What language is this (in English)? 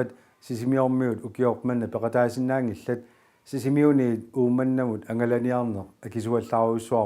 Kalaallisut